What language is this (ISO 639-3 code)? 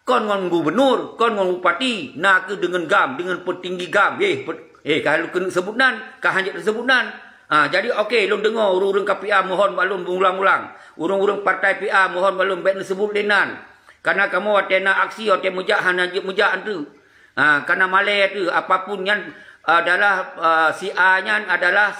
ace